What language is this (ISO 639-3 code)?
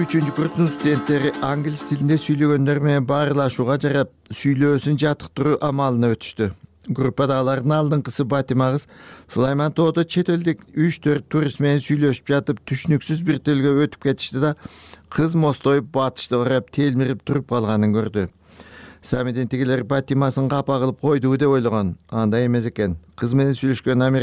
kir